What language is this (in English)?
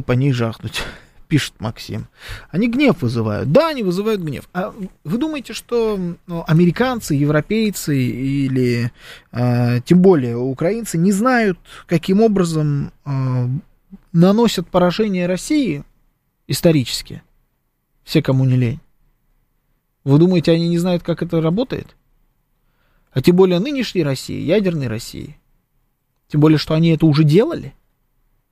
Russian